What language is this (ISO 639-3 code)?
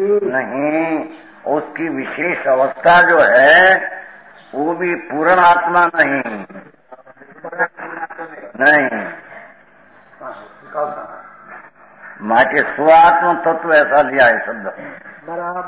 hin